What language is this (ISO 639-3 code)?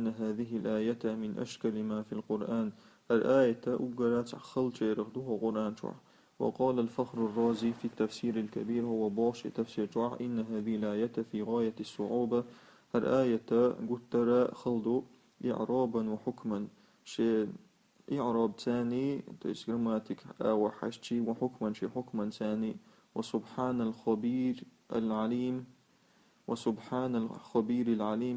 che